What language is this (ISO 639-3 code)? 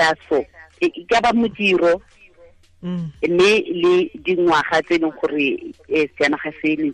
tsn